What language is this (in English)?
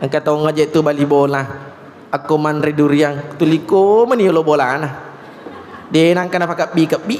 Buginese